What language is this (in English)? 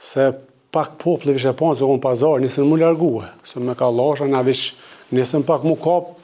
Albanian